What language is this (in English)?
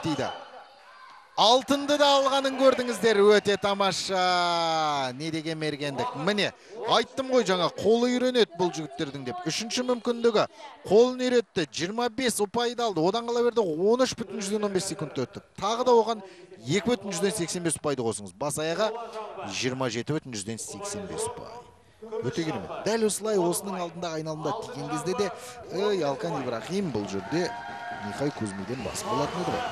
Kazakh